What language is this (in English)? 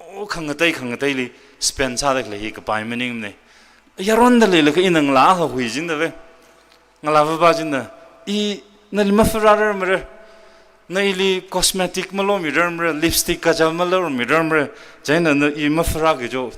Tangkhul Naga (India)